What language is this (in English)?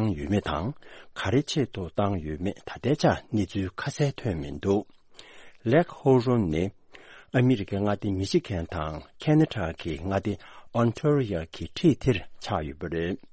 Tibetan